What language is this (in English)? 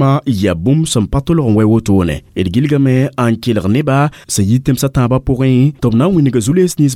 Mossi